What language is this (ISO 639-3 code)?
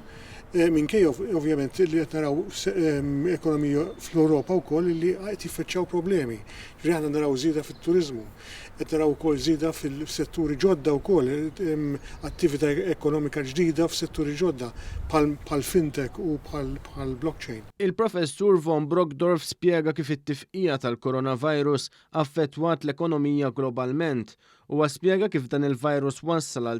mlt